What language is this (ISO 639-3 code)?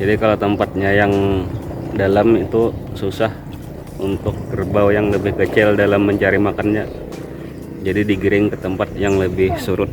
bjn